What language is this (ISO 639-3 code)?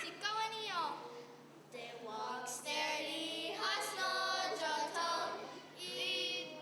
moh